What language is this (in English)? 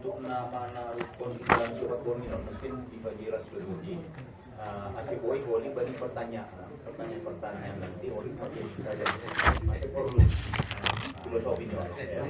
Batak Simalungun